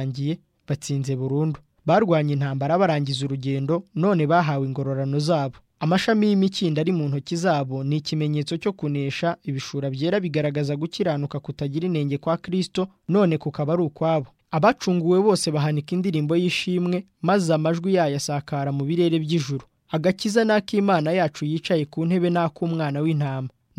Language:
Kinyarwanda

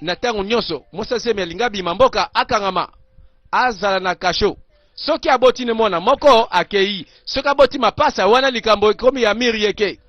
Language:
Lingala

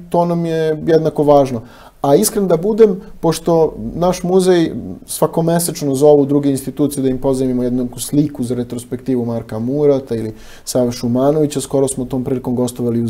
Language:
Serbian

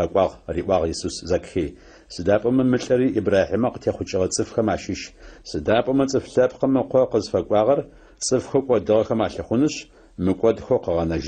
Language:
Adyghe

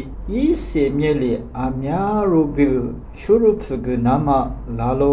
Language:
Lisu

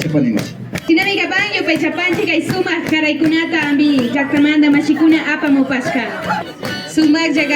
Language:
Imbabura Highland Quichua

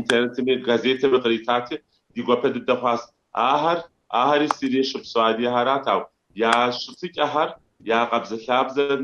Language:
Kabardian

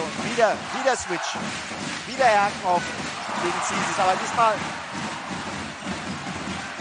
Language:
German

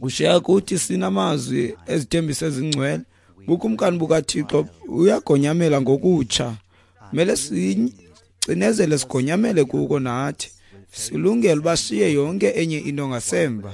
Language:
Xhosa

